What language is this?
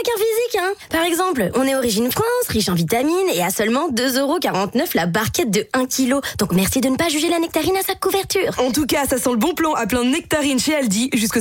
French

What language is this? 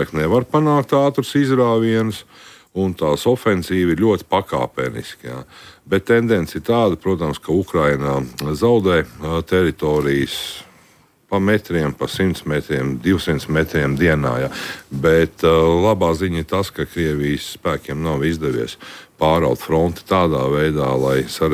Latvian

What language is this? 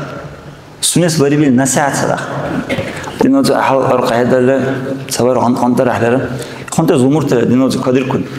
Dargwa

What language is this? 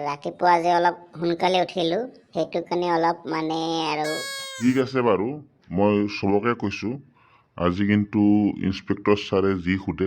Assamese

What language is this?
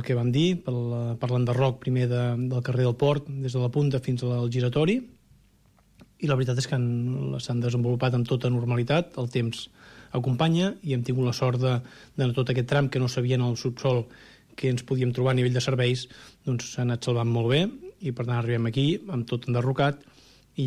Catalan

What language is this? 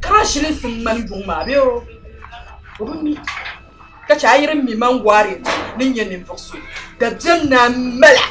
Dagbani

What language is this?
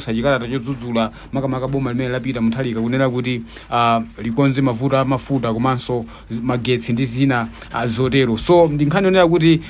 Nyanja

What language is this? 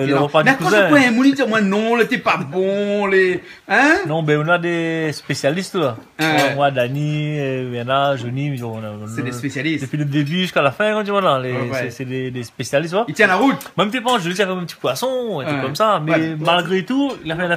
Réunion Creole French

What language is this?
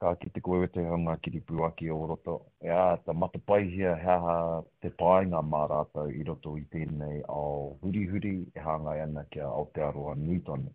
Māori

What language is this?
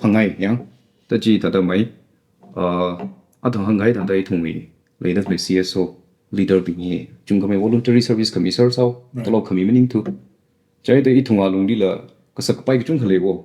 Tangkhul Naga (India)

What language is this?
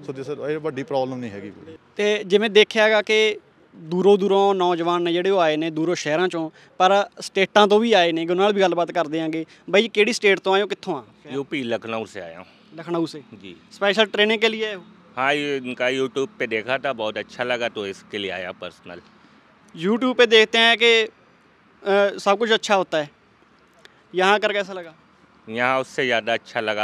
Punjabi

